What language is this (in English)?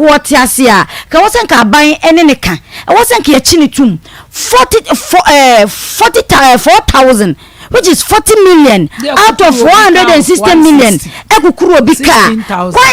Akan